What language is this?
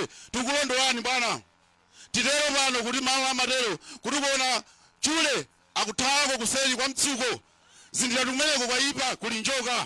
Nyanja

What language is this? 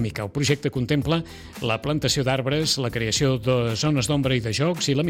Catalan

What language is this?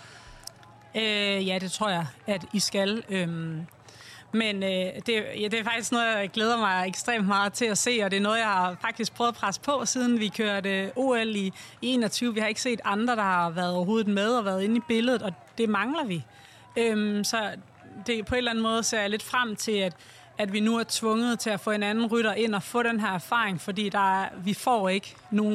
Danish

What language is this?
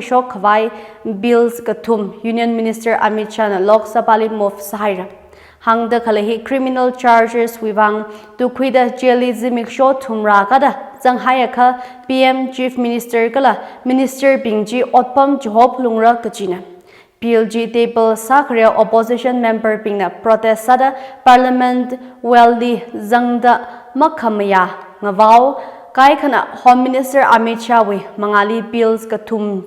Tangkhul Naga (India)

